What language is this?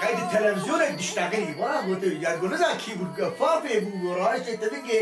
Kurdish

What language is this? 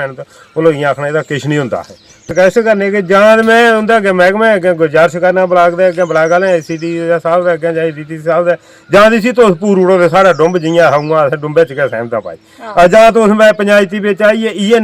Dogri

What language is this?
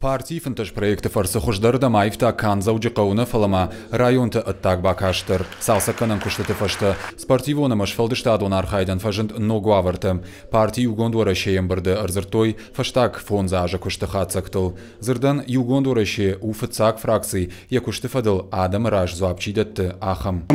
Ossetic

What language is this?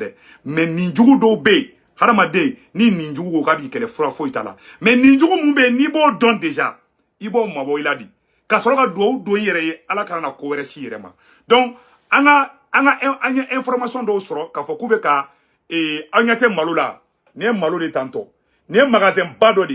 Bambara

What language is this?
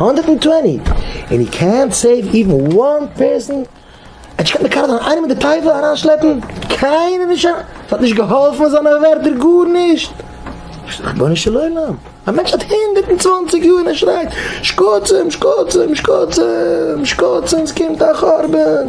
Yiddish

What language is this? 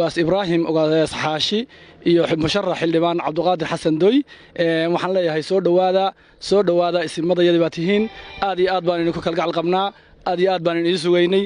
Somali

